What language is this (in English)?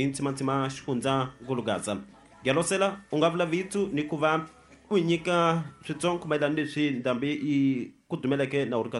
Tsonga